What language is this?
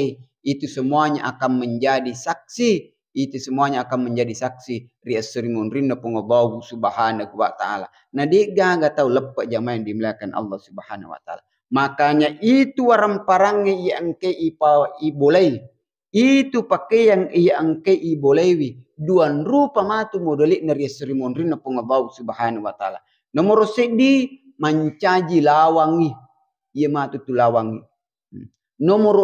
Buginese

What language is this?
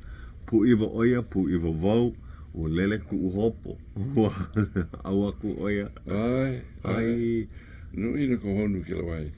Hawaiian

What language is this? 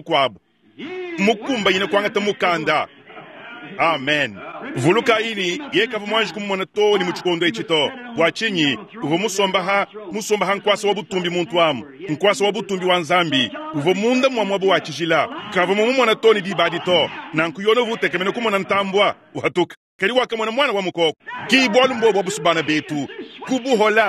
Luba-Lulua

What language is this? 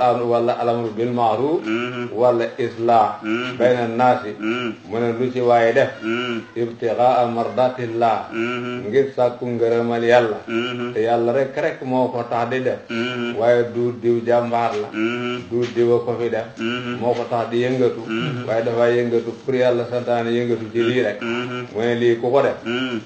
Wolof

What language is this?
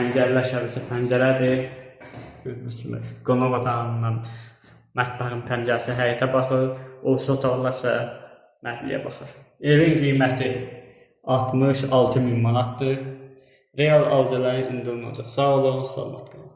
Azerbaijani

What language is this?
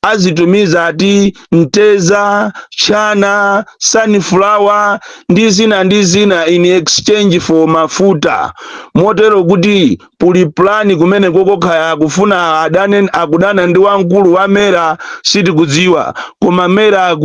Nyanja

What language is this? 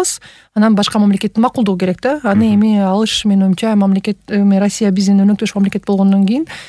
Kyrgyz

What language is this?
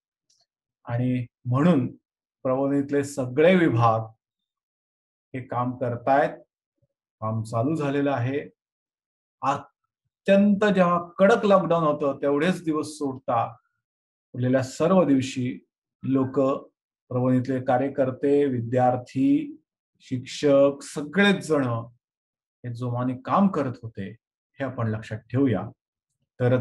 Marathi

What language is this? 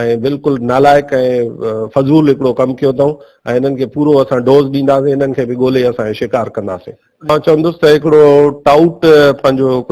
Sindhi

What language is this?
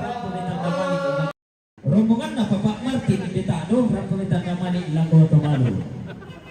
Toraja-Sa'dan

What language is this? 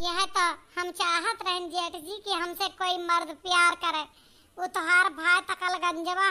Awadhi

